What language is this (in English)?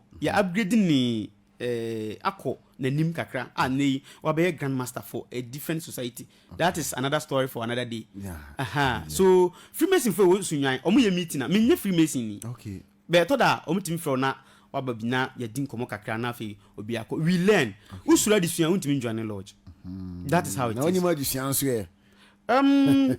Akan